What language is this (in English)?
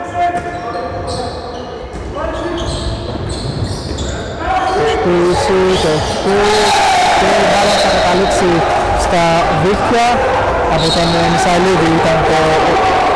Greek